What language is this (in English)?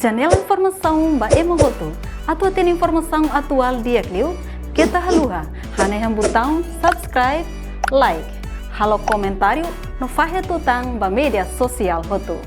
Tetum